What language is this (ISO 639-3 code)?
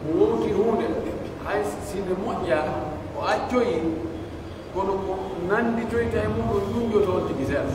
fuf